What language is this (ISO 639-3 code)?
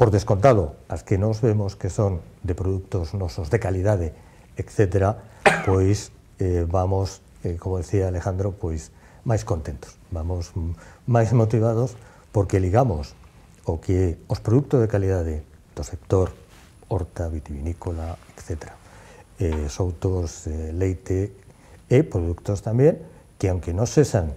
glg